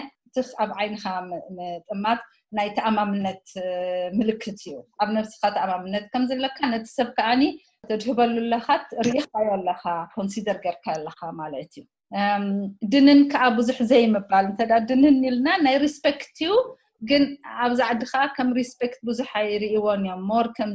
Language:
Tigrinya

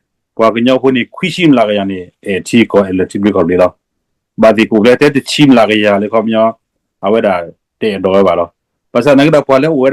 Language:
S'gaw Karen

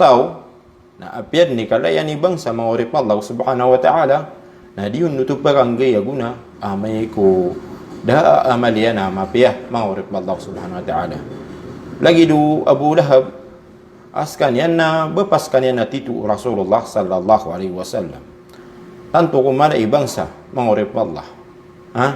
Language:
Maranao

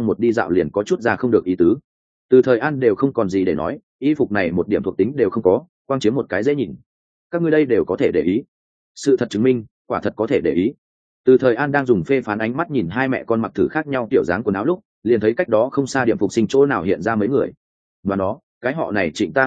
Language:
Vietnamese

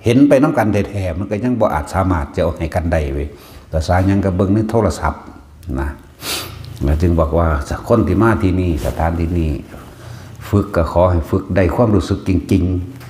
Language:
Northeastern Thai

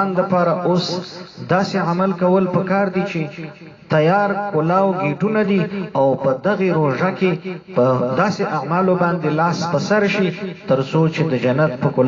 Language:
Pashto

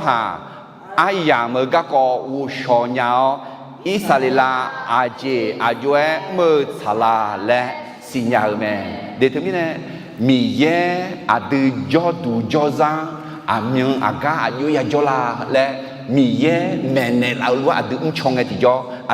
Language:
Akha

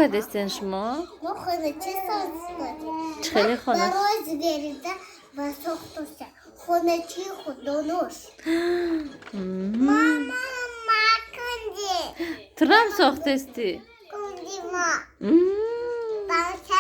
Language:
Tajik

